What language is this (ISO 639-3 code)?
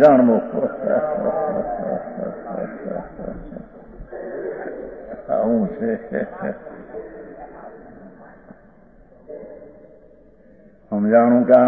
guj